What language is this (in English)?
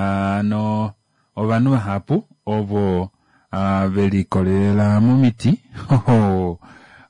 Kuanyama